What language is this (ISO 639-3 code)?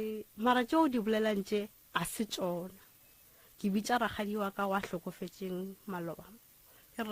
nso